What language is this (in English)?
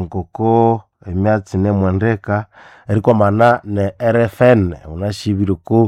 Nande